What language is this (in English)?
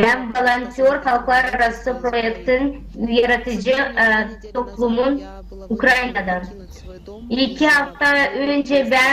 Gagauz